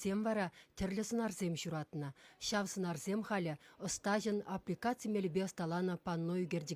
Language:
Chuvash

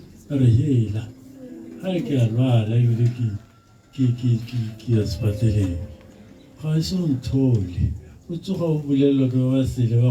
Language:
Tswana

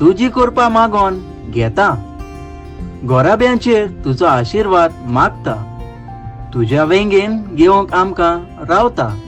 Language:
Konkani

